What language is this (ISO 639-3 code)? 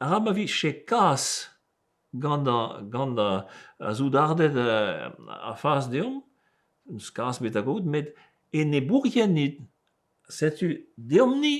bre